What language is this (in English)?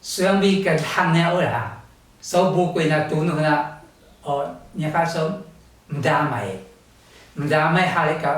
Taroko